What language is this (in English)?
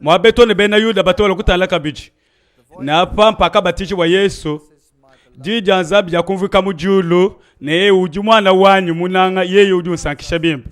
Luba-Lulua